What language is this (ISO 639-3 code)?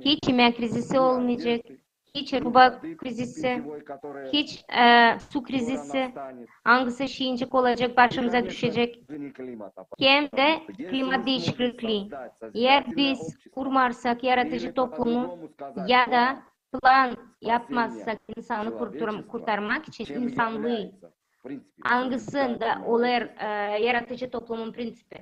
gag